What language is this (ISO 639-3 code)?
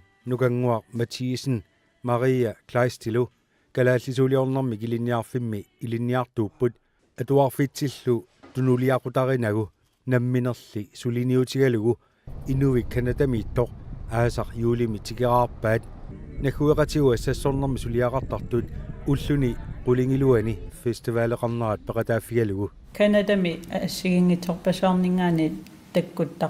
kal